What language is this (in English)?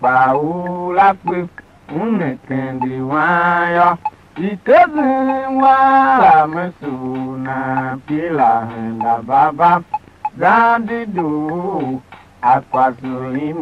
Tiv